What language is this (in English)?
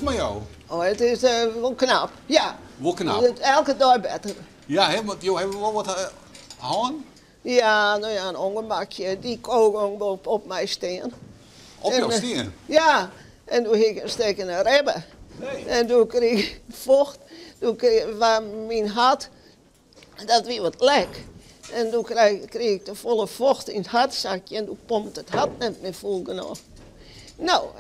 Western Frisian